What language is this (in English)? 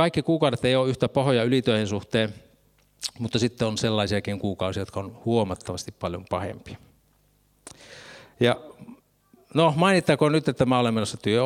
Finnish